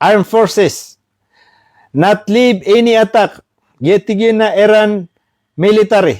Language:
Maranao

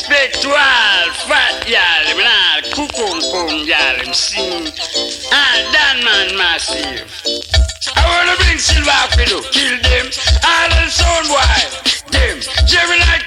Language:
Jamaican Creole English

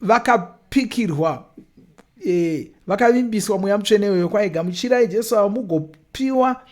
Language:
Shona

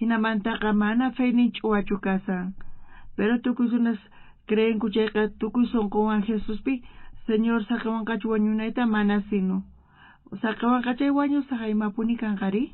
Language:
South Bolivian Quechua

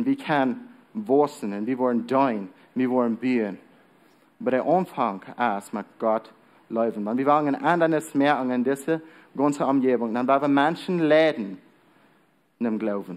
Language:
Plautdietsch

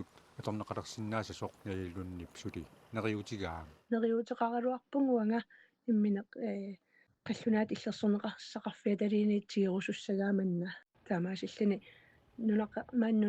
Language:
Kalaallisut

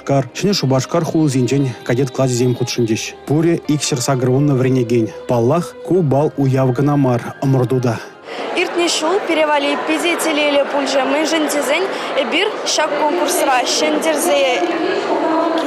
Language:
Chuvash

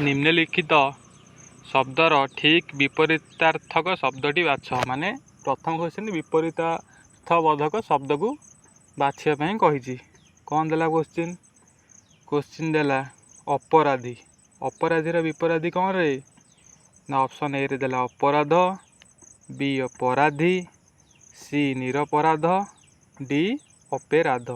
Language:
Odia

